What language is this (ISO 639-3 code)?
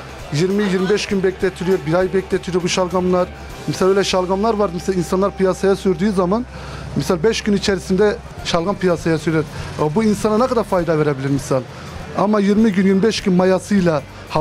tur